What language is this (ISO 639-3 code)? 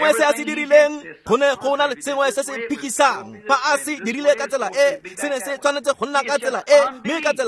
tsn